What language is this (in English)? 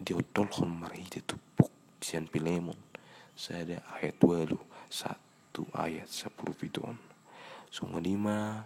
Batak Toba